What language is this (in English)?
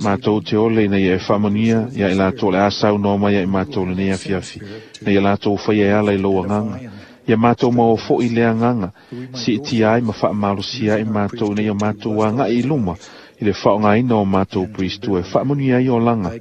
Samoan